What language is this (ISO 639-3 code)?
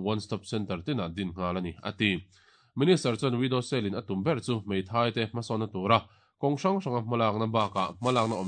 lus